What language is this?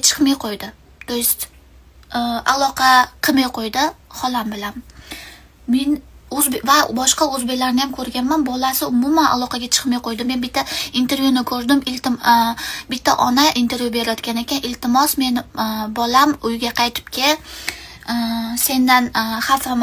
Uzbek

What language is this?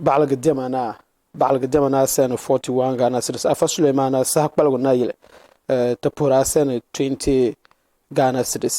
Dagbani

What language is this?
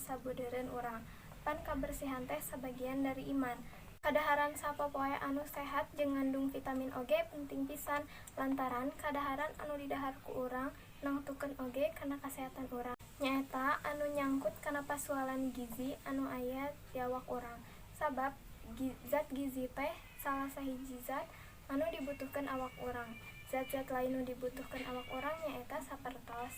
Sundanese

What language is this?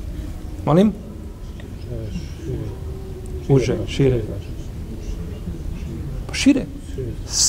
Bosnian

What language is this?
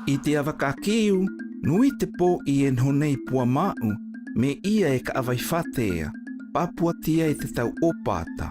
South Marquesan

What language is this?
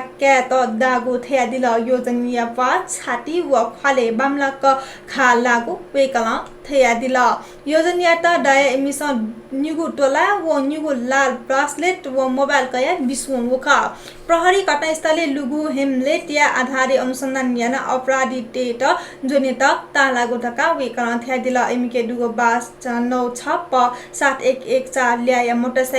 Newari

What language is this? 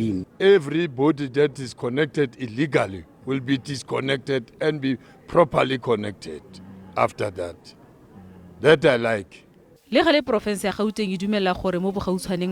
Tswana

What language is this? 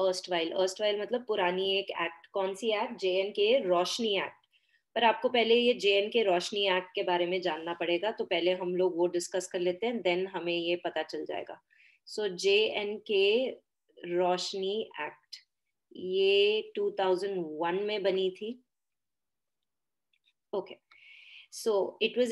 Hindi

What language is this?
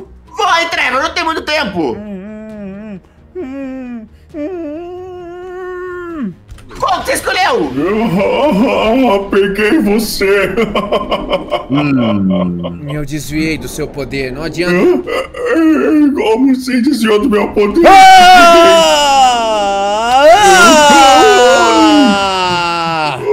Portuguese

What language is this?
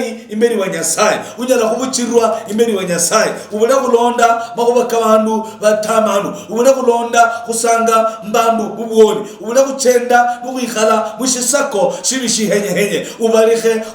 Luyia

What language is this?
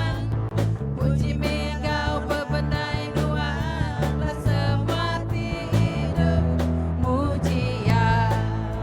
Iban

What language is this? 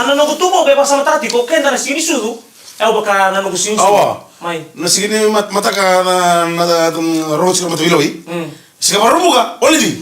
Fijian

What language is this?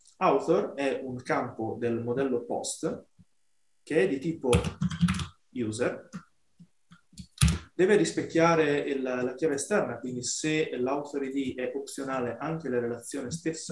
Italian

